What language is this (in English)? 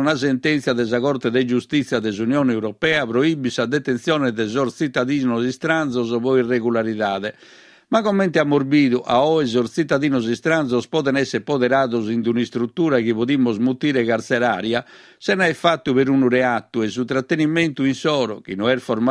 Sardinian